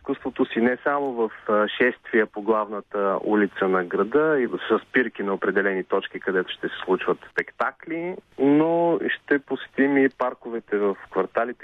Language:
Bulgarian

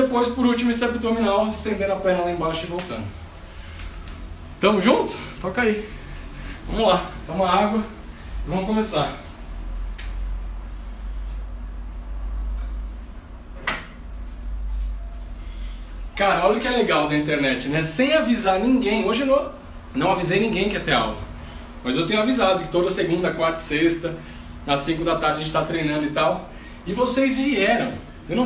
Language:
Portuguese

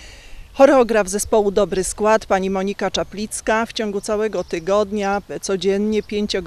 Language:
Polish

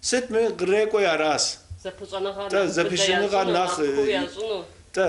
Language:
Kabardian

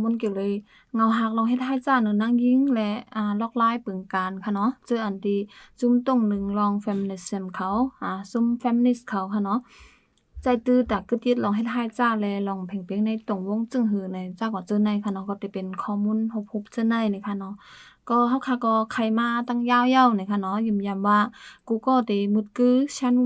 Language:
Shan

